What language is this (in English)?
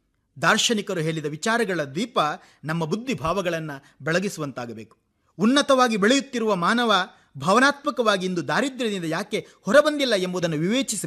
Kannada